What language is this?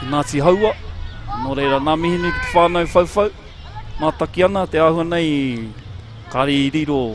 Māori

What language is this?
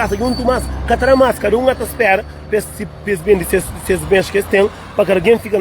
Kabuverdianu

